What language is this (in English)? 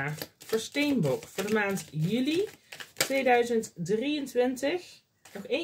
Dutch